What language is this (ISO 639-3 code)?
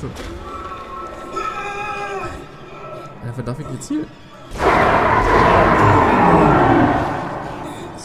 deu